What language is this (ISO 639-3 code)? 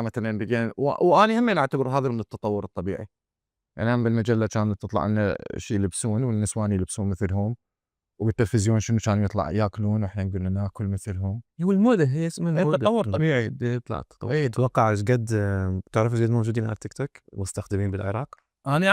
acm